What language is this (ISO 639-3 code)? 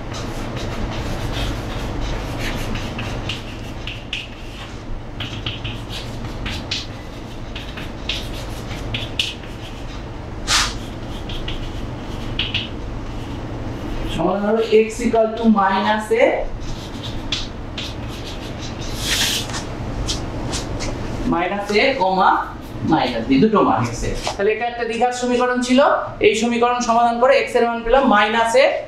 ben